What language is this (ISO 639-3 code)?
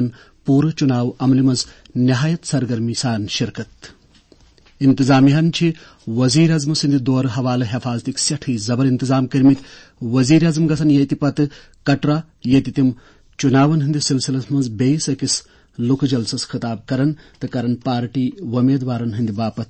kas